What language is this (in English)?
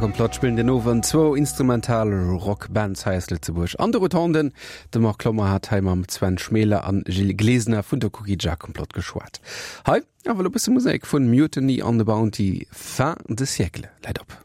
Luxembourgish